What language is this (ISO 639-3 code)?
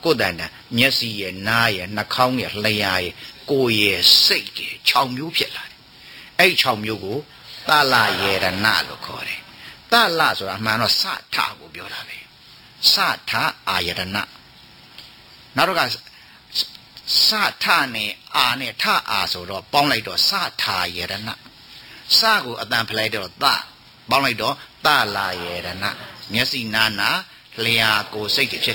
mya